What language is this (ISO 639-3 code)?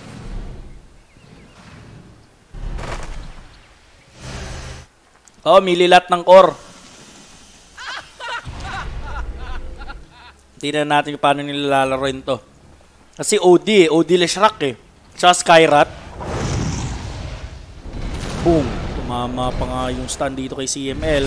fil